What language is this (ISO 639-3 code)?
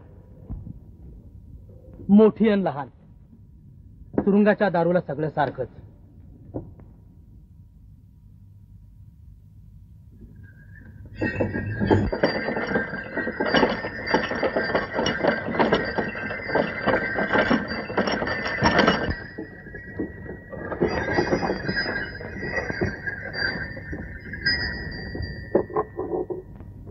mar